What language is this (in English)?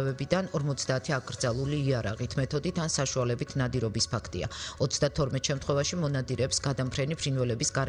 Georgian